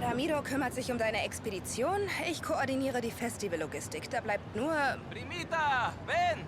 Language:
Bavarian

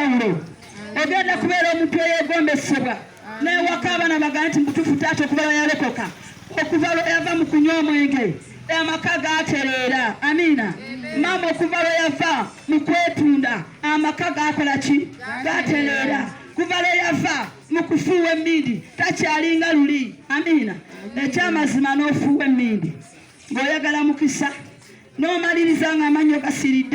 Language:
Ganda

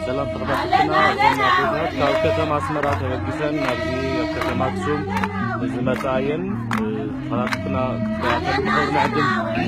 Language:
Tigrinya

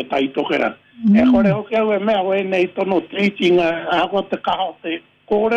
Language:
Māori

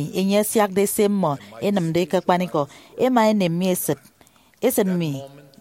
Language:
Efik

